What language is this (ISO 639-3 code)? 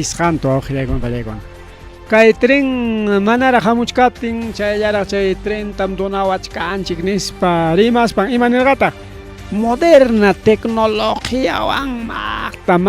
quy